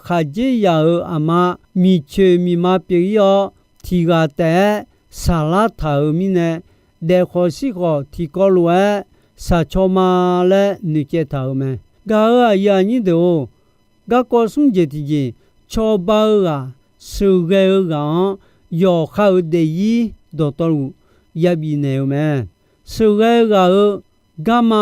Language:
Akha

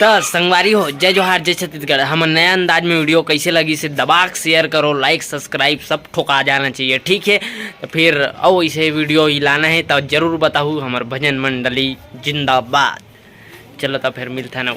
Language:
Chhattisgarhi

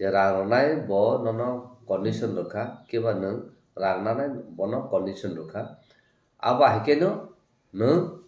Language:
Kok Borok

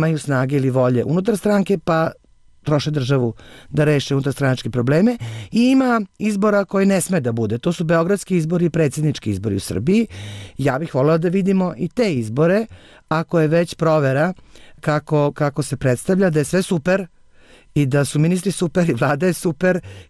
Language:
Serbian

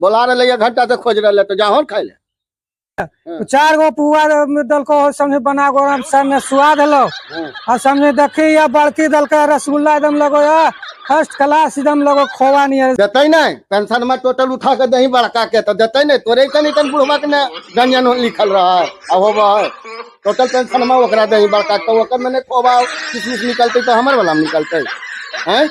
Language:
Magahi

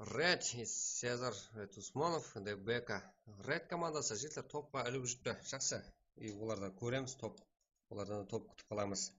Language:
Kara-Kalpak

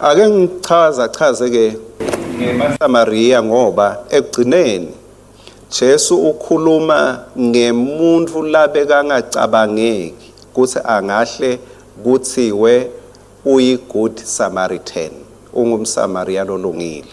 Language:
Swati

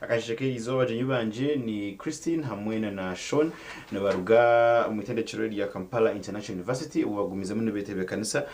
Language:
Nyankole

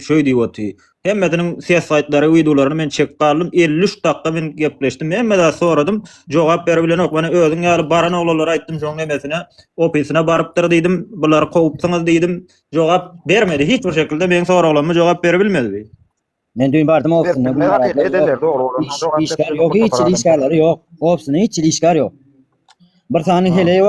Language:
Turkmen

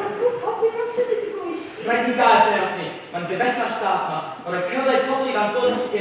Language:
Welsh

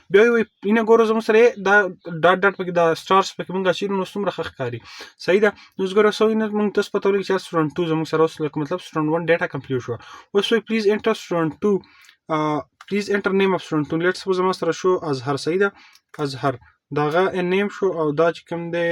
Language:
Pashto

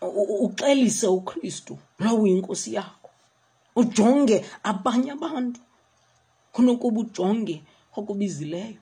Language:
Xhosa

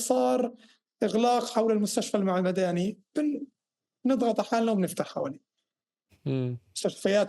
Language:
North Levantine Arabic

